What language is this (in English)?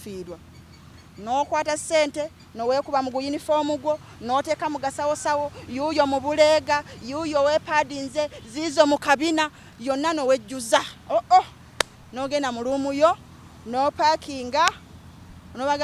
Ganda